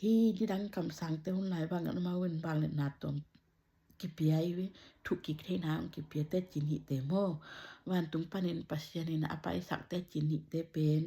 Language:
Tedim Chin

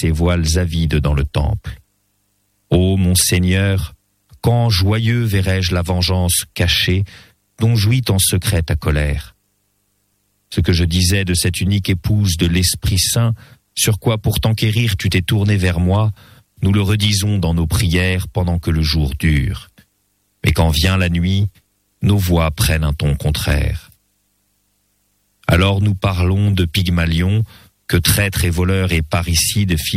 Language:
French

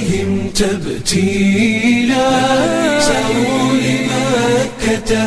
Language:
Somali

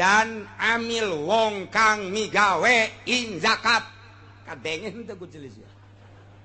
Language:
Sundanese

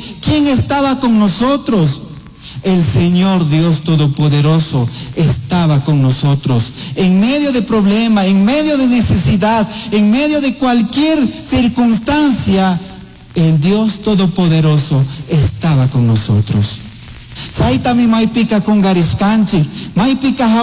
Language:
Chimborazo Highland Quichua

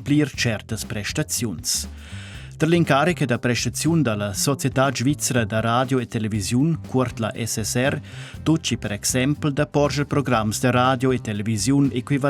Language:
Romansh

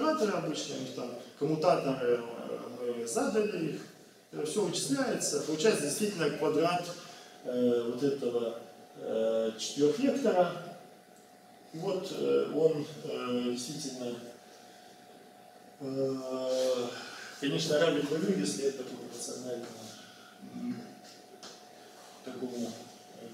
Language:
Russian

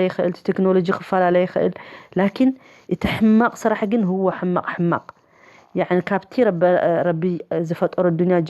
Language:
Tigrinya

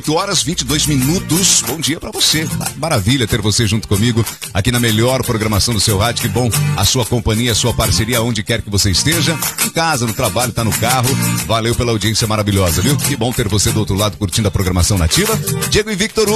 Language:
Portuguese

